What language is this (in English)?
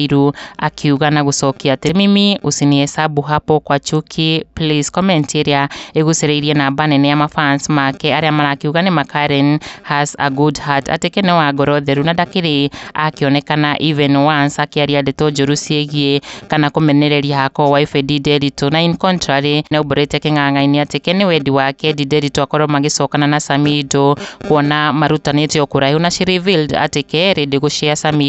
Kikuyu